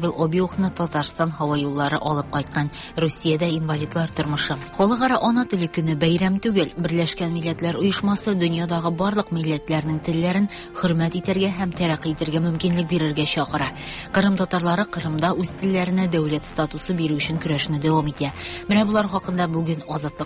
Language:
Tatar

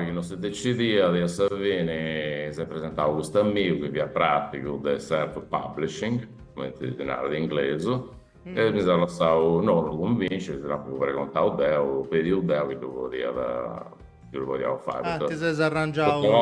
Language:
Sardinian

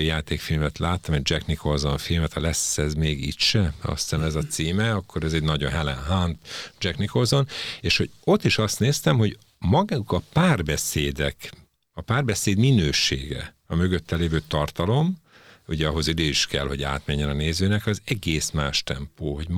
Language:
Hungarian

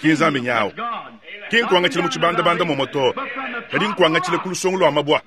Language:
Luba-Lulua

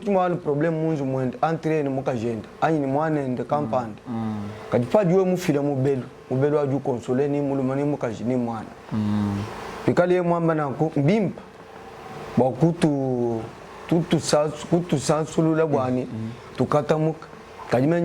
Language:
Luba-Lulua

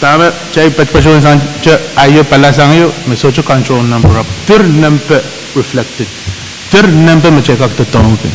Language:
Pohnpeian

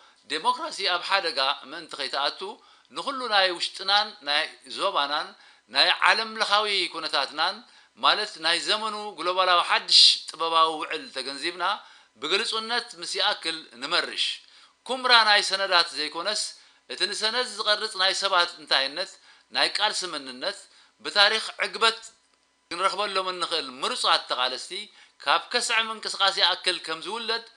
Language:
Tigrinya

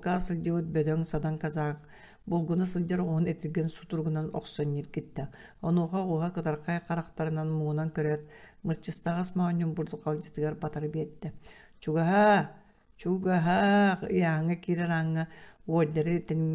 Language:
Yakut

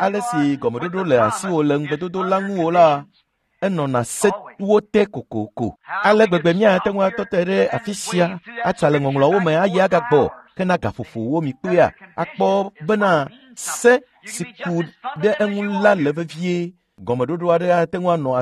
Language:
Ewe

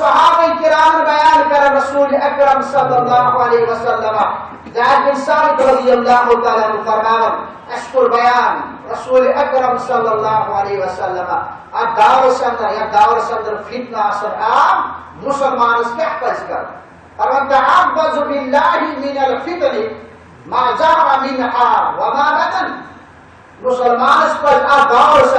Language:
Kashmiri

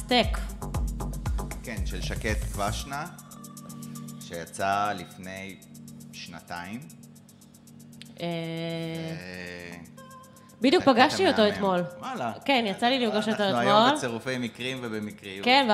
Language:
Hebrew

